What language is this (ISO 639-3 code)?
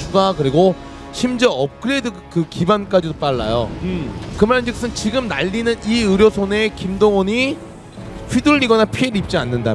kor